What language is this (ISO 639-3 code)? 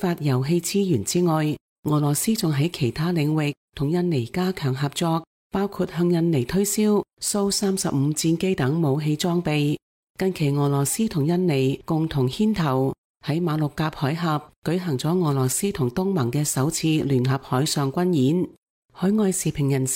yue